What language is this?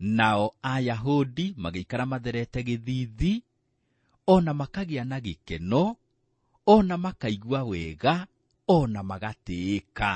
Kikuyu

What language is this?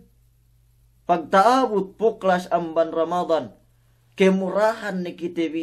Yakan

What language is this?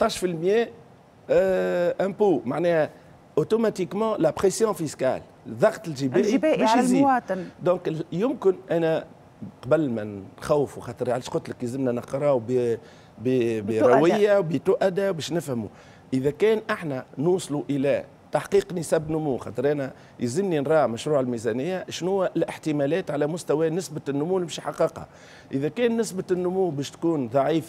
Tunisian Arabic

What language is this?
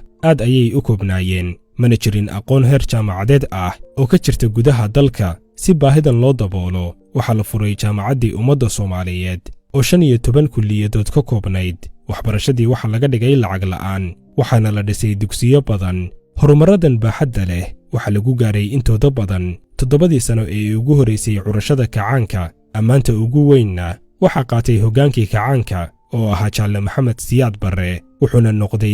Somali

